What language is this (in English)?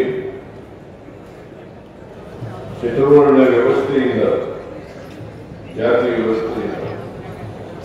Kannada